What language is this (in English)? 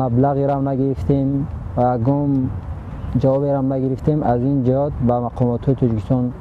Tajik